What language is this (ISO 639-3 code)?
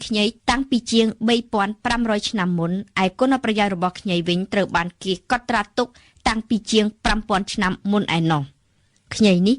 khm